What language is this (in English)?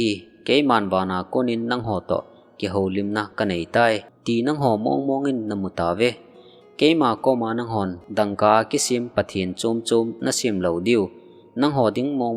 Thado Chin